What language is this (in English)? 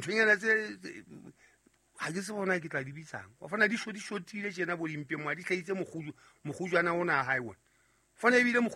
Southern Sotho